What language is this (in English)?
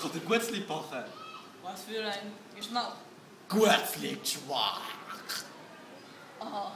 Swiss German